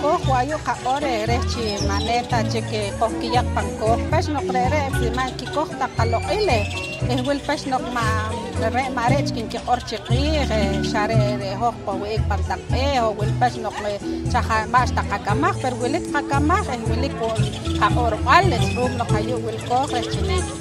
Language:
Poqomchi'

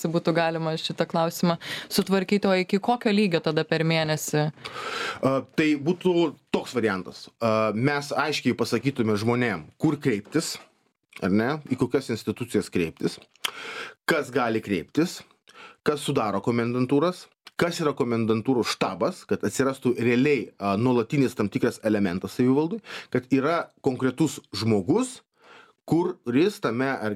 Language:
Lithuanian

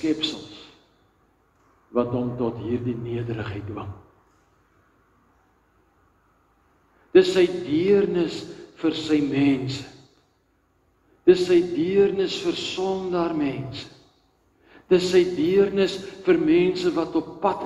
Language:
Afrikaans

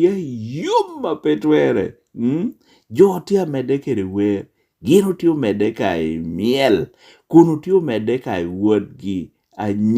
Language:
Lango (Uganda)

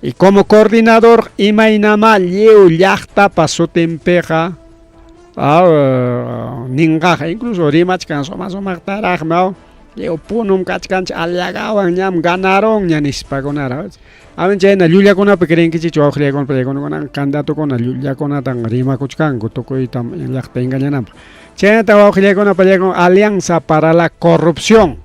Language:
Ayacucho Quechua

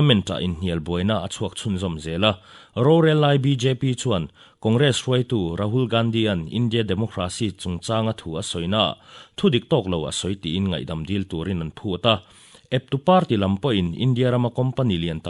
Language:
Mizo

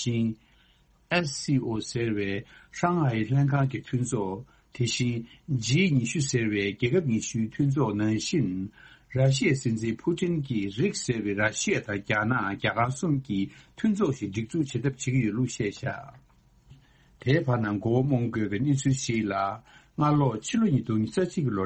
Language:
Tibetan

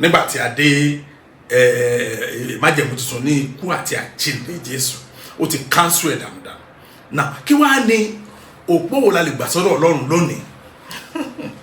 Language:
Yoruba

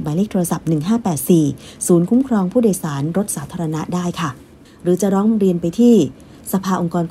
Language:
Thai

